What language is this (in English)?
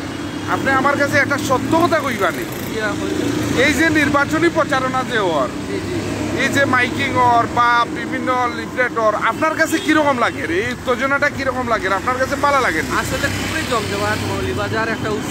Sylheti